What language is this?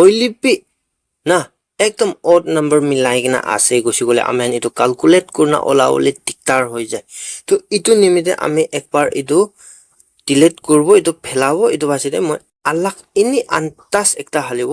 Naga Pidgin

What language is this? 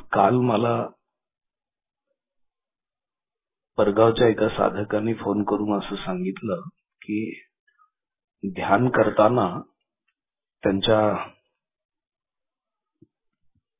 Marathi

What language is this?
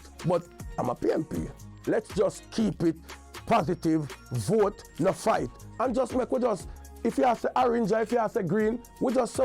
Jamaican Creole English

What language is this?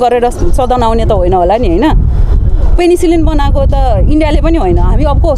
Nepali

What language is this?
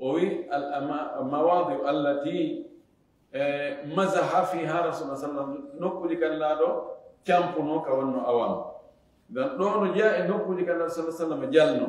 Fula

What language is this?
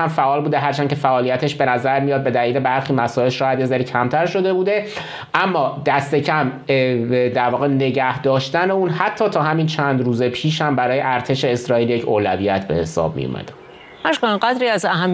Persian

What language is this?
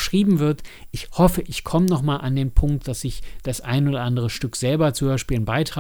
German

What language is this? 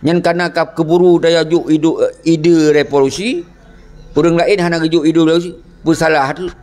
Achinese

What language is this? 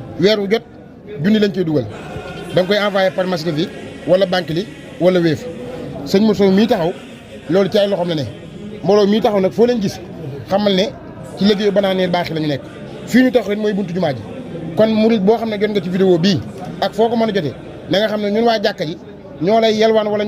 Wolof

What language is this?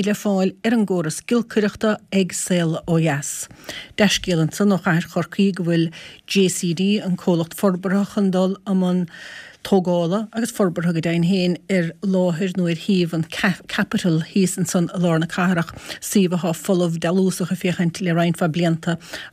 Irish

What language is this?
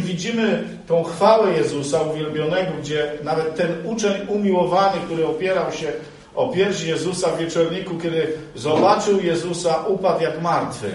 Polish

